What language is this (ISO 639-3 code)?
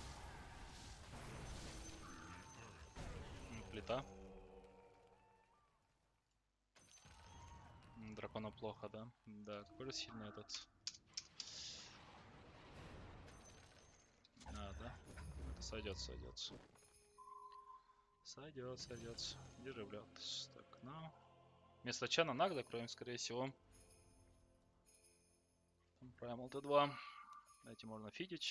rus